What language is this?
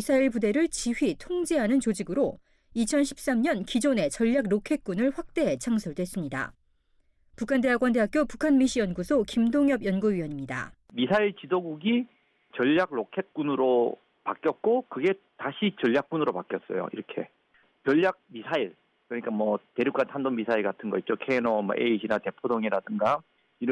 Korean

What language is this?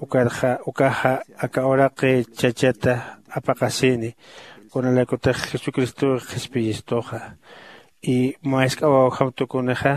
Aymara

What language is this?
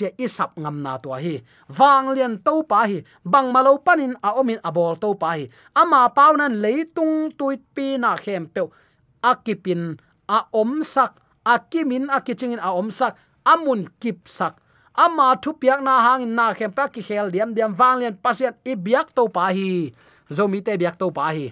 Tedim Chin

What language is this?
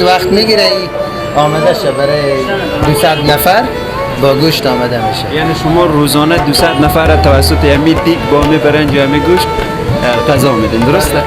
Persian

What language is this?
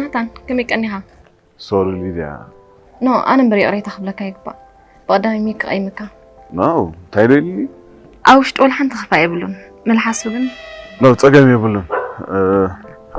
Tigrinya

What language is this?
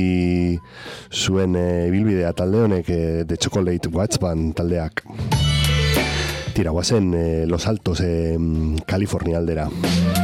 Basque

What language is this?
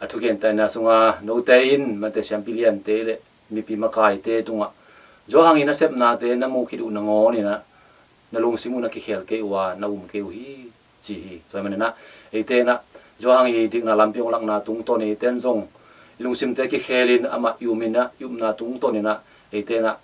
Tedim Chin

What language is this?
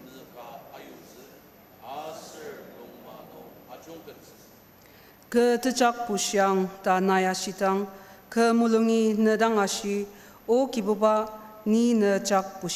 Ao Naga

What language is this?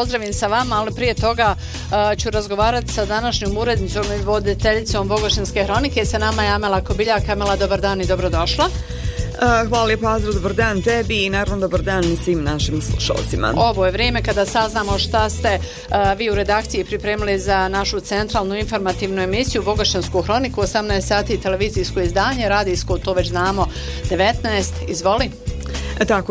Bosnian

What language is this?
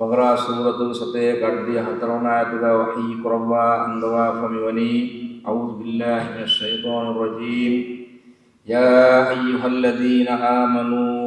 Divehi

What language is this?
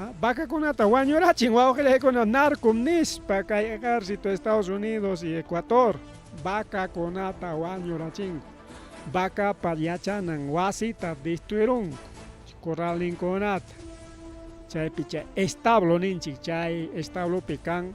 Ayacucho Quechua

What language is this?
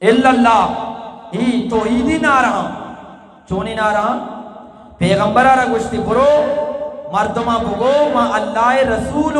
Eastern Balochi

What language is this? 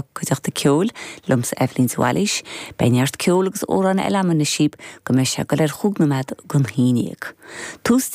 Irish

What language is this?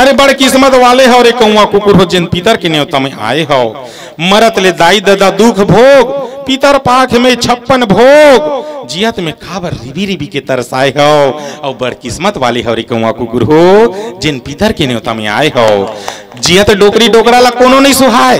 Chhattisgarhi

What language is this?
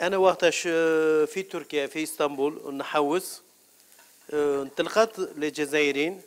Algerian Arabic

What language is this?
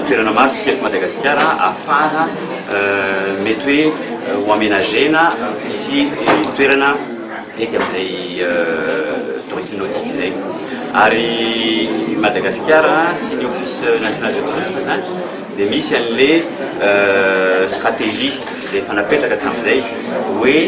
Malagasy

